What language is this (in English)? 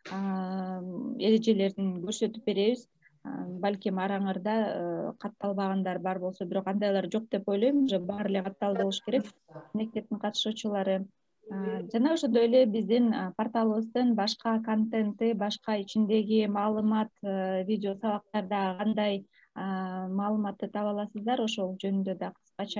Kyrgyz